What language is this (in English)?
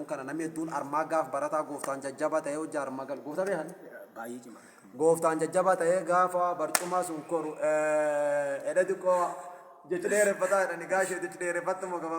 Oromo